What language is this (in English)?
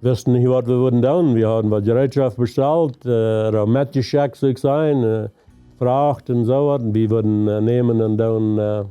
Plautdietsch